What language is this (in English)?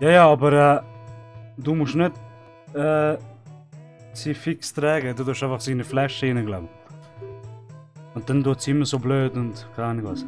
Swiss German